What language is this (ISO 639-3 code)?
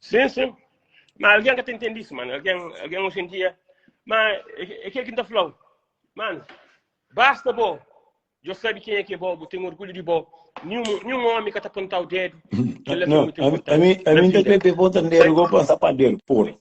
kea